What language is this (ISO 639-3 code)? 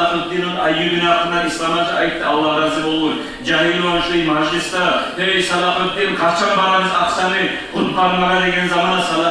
kum